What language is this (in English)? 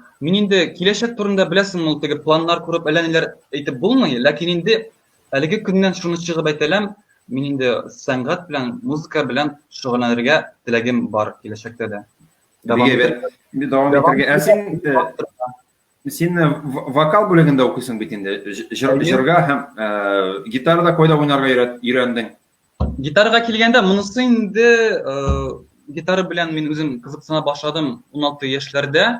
Tatar